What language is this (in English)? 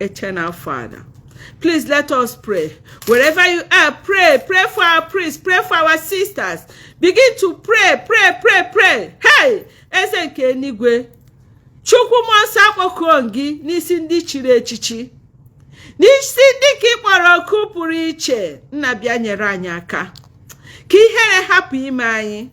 Igbo